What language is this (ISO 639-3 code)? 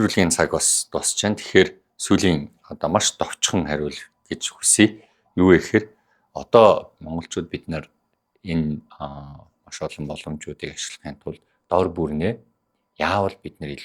mon